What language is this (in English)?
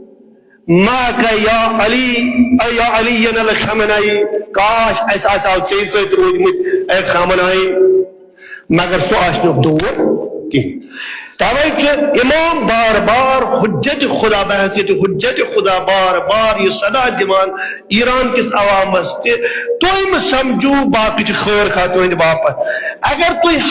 Kashmiri